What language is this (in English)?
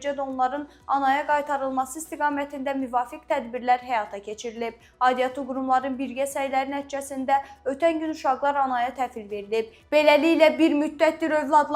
Azerbaijani